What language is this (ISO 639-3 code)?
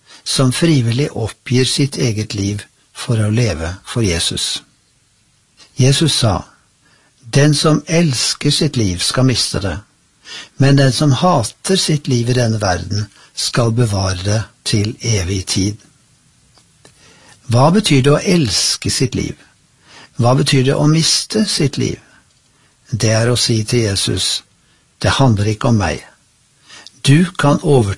nor